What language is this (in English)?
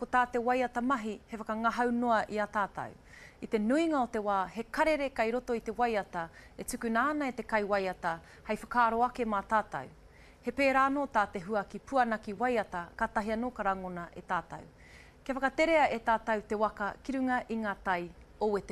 Māori